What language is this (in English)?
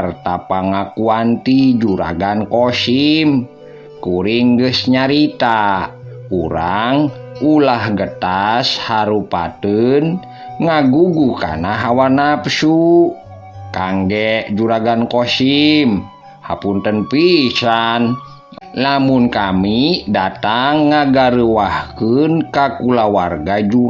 Sundanese